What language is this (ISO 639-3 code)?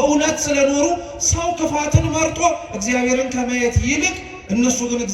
amh